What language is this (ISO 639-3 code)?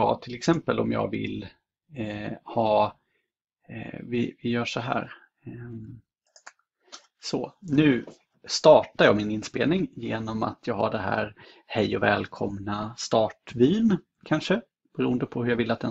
swe